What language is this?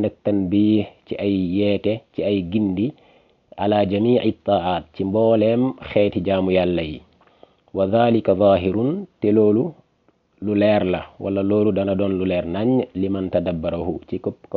Wolof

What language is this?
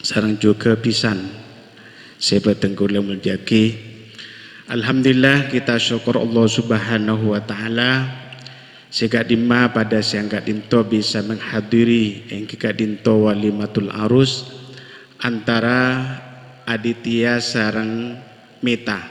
Madurese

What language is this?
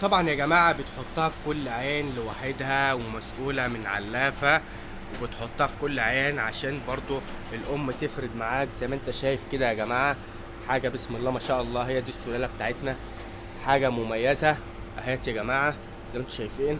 Egyptian Arabic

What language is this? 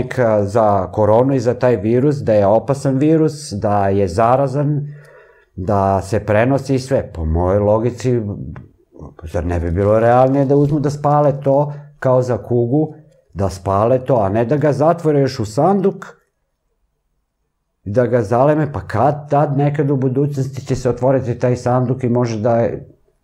Serbian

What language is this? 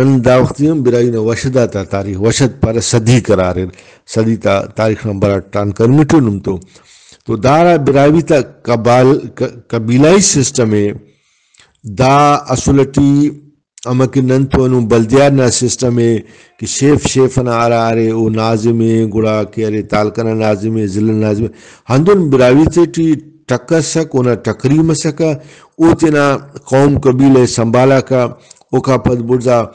Brahui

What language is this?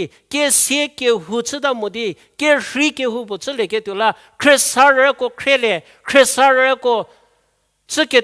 Angami Naga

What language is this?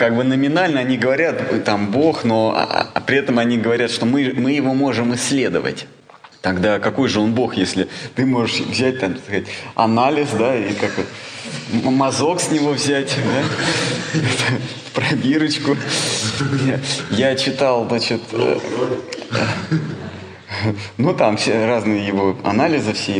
Russian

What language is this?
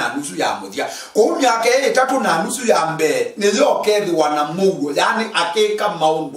Kamba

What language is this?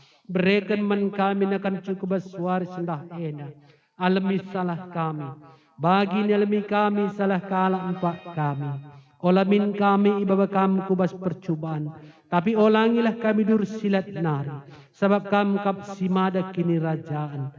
Batak Karo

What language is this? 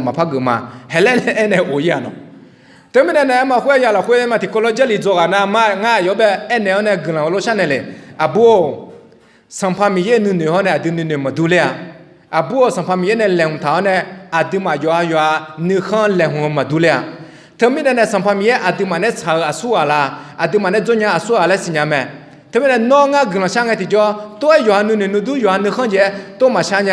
Akha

